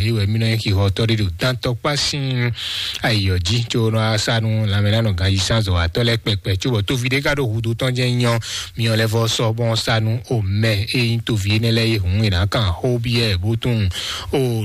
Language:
Fon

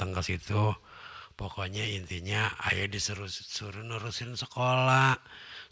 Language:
Betawi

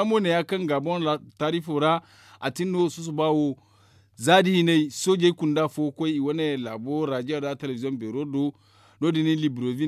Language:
Zarma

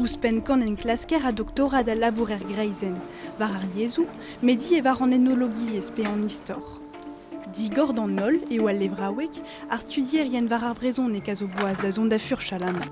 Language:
Breton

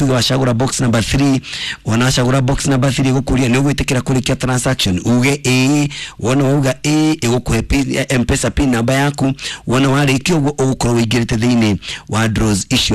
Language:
Kikuyu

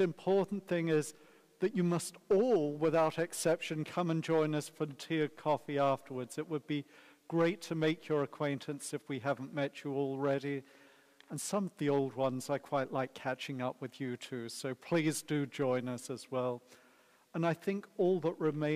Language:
English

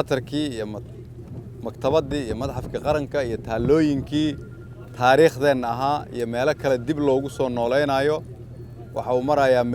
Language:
Somali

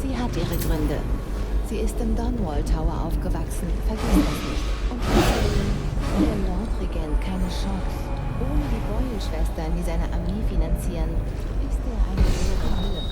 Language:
Bavarian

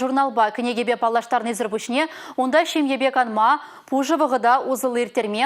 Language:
Chuvash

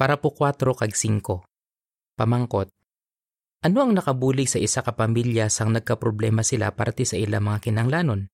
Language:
Hiligaynon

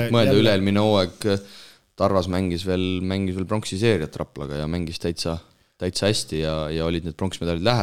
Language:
Estonian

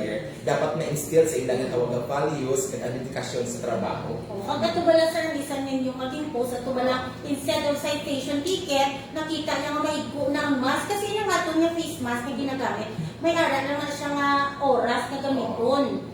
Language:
Hiligaynon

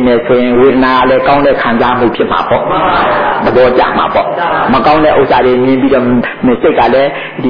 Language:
Burmese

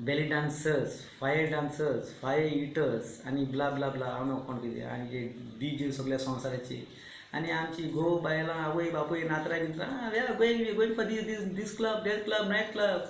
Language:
Konkani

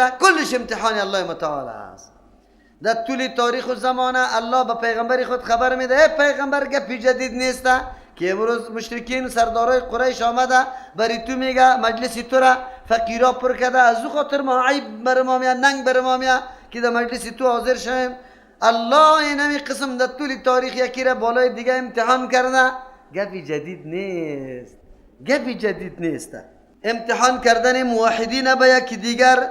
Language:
Persian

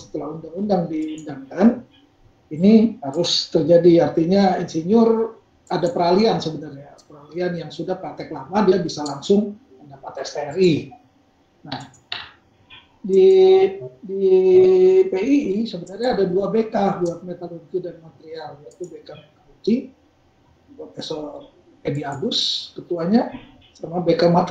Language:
Indonesian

